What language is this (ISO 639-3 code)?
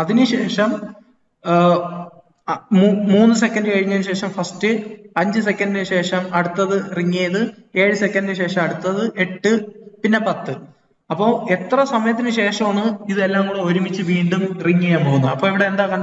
mal